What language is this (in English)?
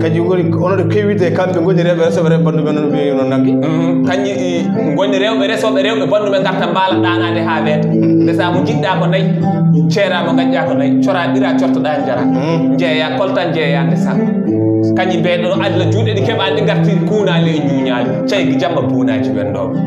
Fula